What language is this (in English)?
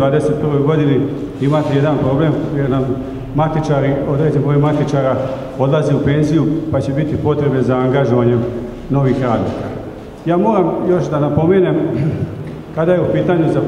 Serbian